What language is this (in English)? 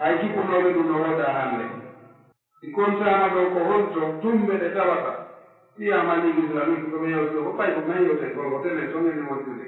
Pular